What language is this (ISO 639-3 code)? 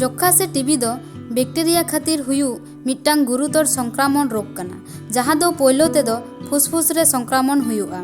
sat